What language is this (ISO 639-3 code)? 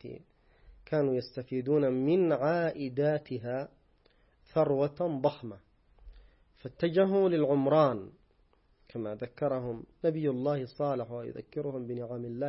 ara